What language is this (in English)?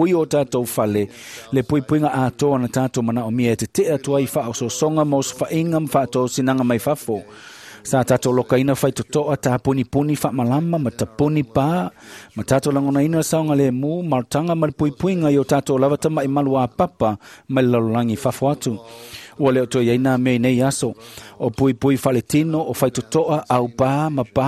Samoan